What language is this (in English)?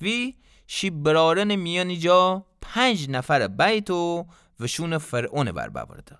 Gilaki